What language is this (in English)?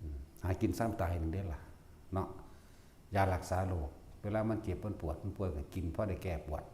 Northeastern Thai